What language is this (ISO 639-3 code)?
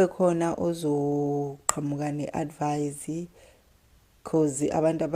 zul